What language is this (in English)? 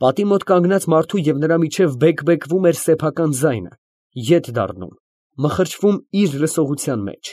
Armenian